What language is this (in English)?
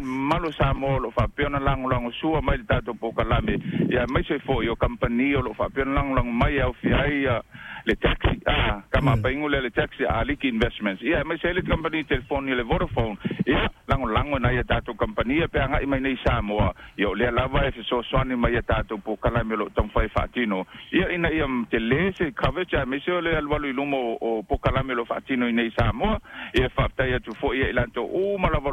Samoan